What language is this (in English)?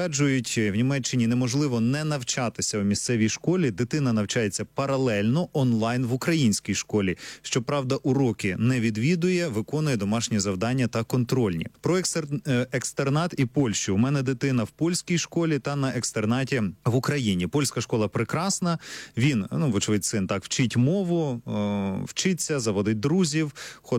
Ukrainian